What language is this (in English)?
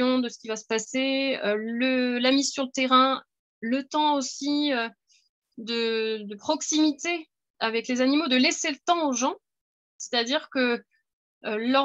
French